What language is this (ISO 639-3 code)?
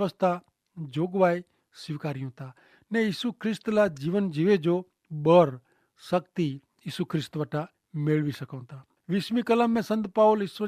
kfr